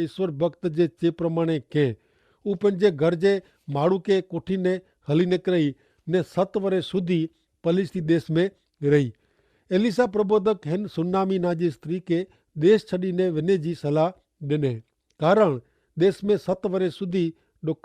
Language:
Kachhi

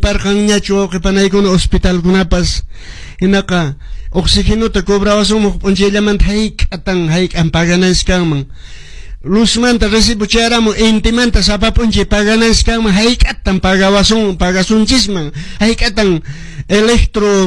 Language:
Quechua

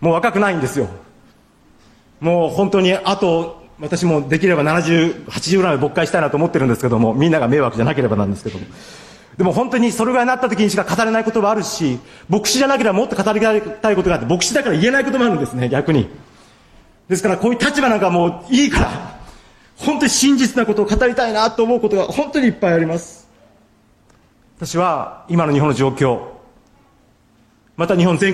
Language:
Japanese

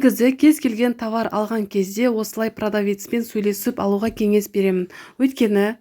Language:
Kazakh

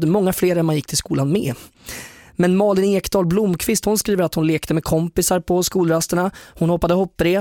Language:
Swedish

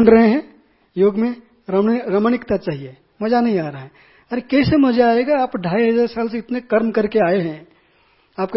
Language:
Hindi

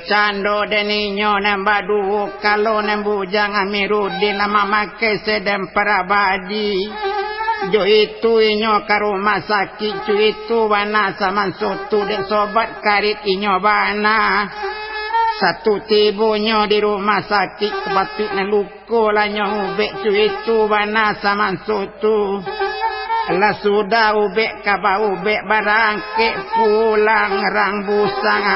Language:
Minangkabau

